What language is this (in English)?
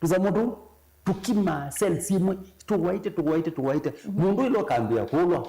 Kamba